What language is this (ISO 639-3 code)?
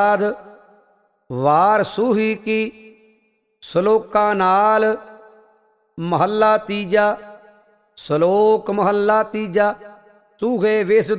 pan